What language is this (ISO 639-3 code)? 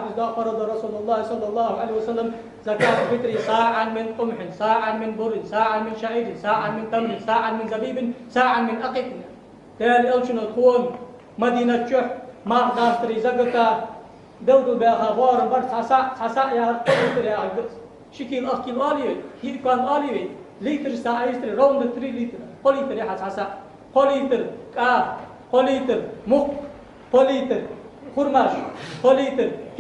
inh